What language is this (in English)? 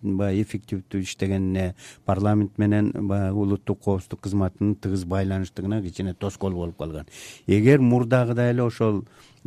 Kyrgyz